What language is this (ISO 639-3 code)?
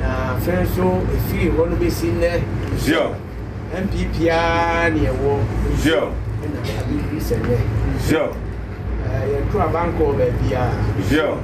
aka